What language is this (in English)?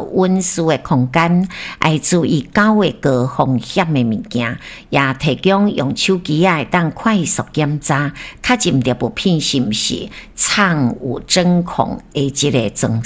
Min Nan Chinese